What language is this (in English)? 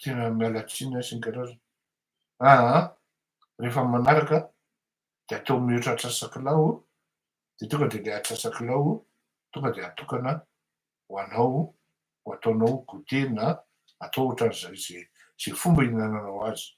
Malagasy